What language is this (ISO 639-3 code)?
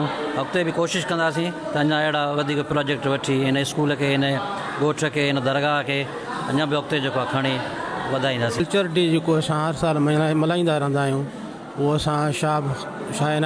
snd